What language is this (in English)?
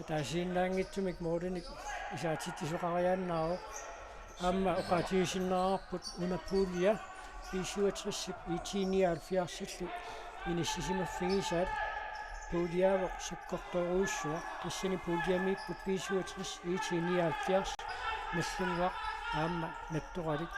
Kalaallisut